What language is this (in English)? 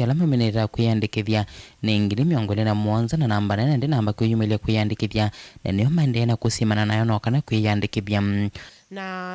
Kamba